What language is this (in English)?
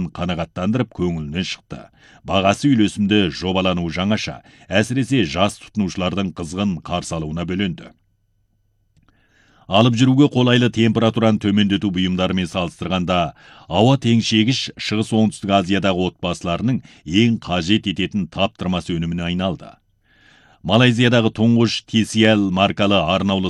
Kazakh